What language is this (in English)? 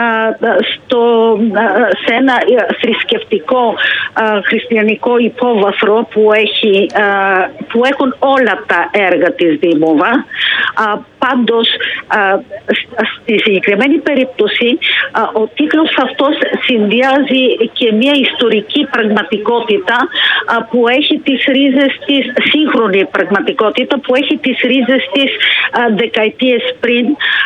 Greek